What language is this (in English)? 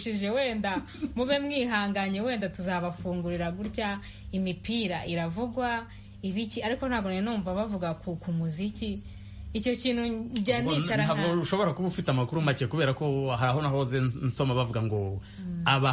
Kinyarwanda